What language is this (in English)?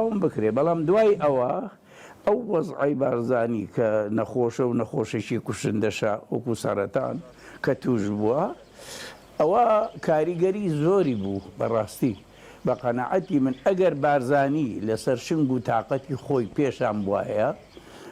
Central Kurdish